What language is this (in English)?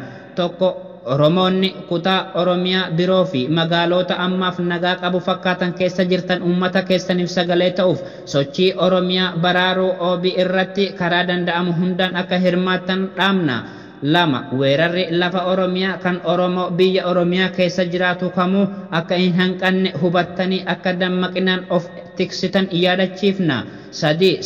Oromo